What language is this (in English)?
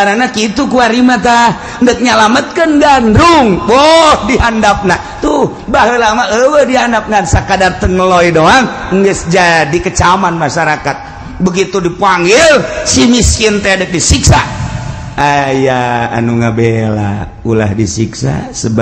Sundanese